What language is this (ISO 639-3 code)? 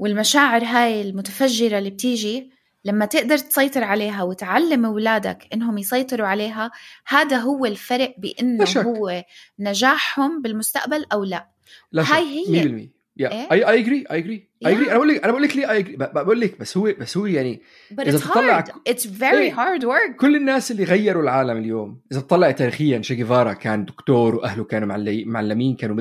apc